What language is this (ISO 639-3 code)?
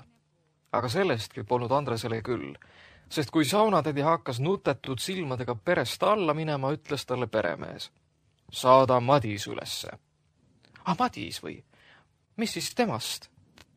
est